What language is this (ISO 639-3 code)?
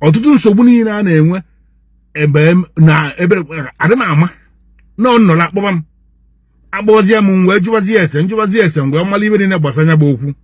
ibo